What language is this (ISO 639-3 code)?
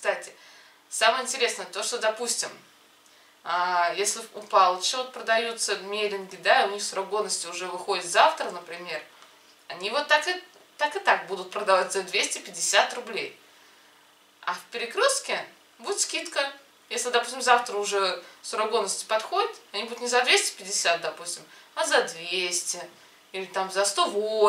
rus